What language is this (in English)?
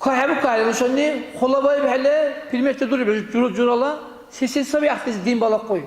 Dargwa